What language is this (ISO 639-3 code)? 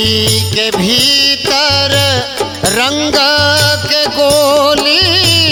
bho